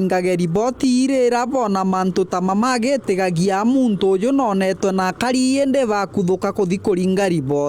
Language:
Meru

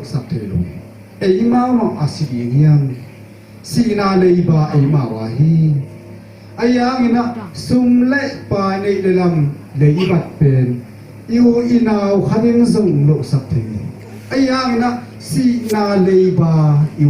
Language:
Tedim Chin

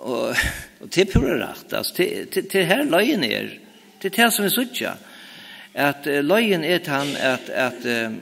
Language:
Faroese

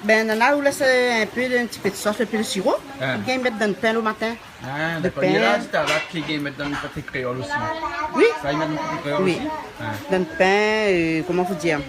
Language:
Réunion Creole French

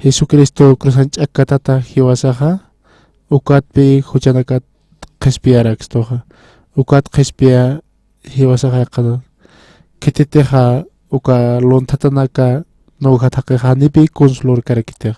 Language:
Aymara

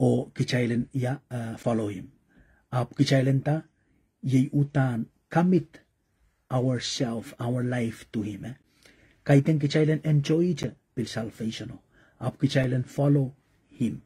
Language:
Pohnpeian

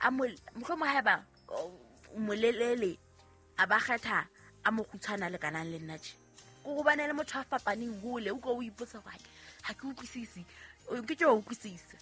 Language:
Southern Sotho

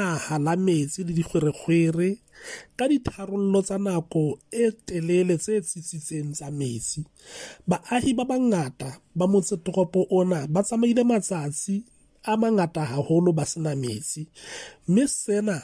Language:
Southern Sotho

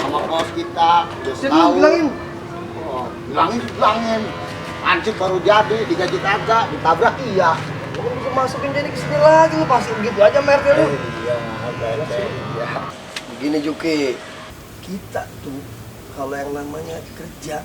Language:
Betawi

